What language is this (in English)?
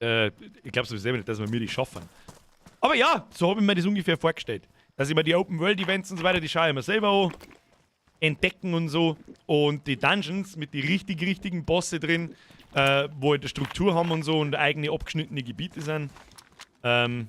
Bavarian